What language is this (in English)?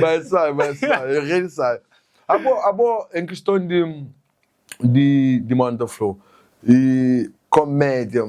Kabuverdianu